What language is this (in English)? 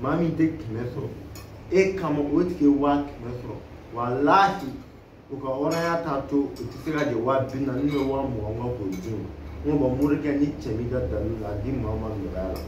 Bambara